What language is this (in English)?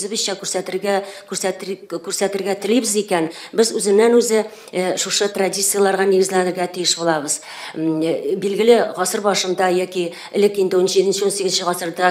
Tatar